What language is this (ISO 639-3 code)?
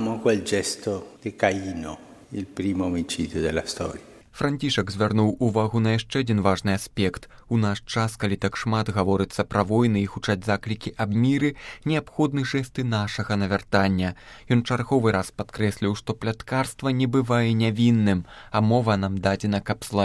bel